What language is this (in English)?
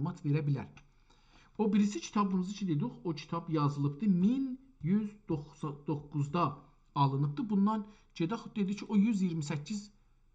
South Azerbaijani